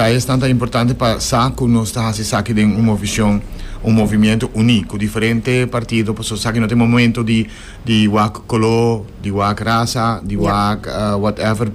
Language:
Papiamento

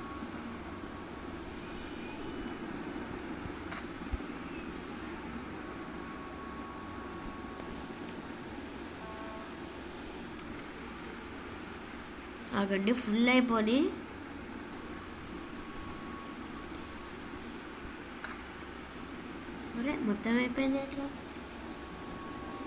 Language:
Telugu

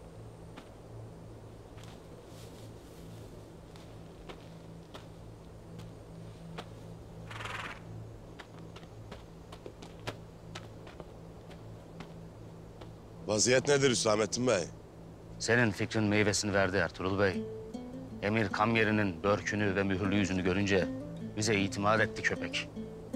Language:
Turkish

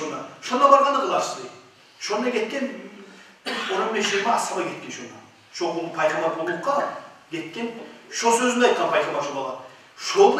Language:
Kumyk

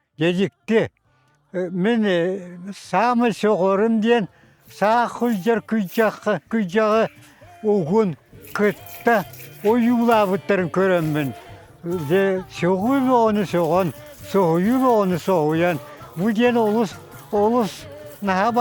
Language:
Yakut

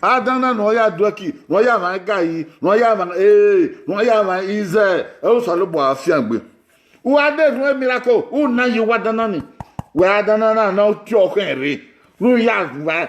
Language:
Bini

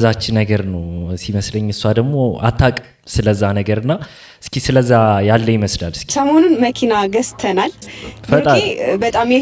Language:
Amharic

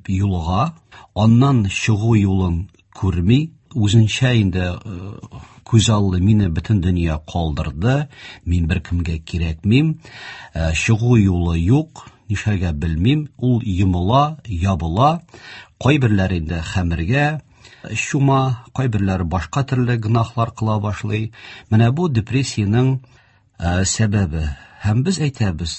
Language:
Tatar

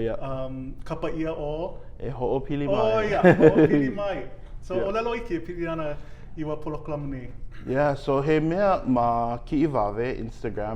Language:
Hawaiian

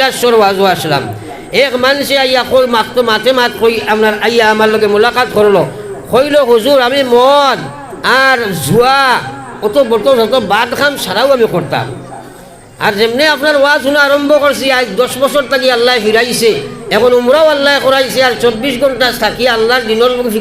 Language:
Sylheti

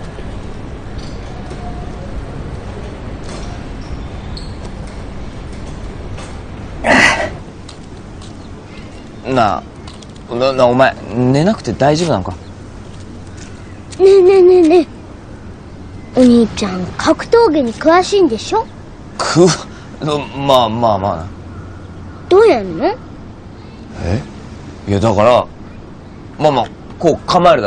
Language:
Japanese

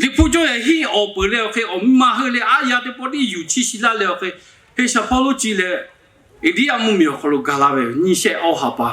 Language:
Lahu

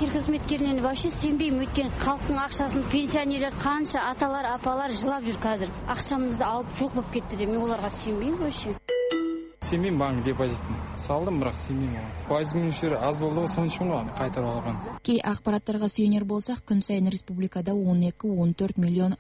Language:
Kazakh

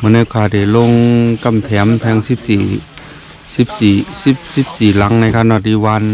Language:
Shan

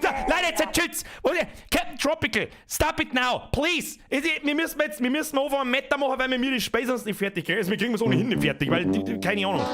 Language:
Bavarian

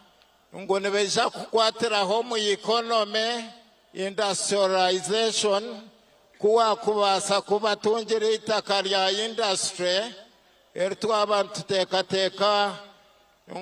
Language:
Nyankole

